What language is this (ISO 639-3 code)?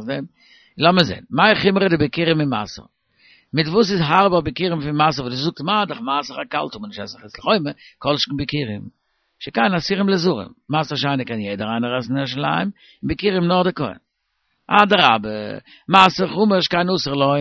yid